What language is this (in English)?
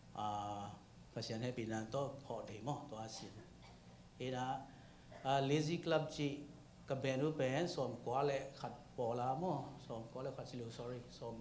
Tedim Chin